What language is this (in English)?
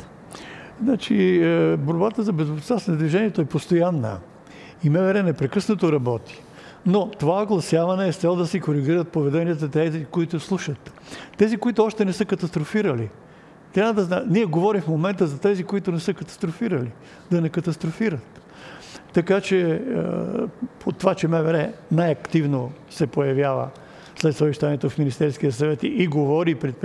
Bulgarian